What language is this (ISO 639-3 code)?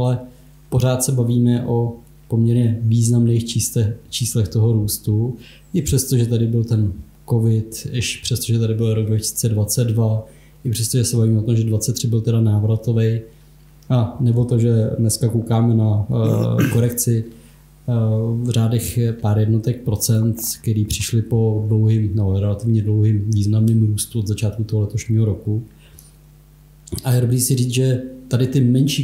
ces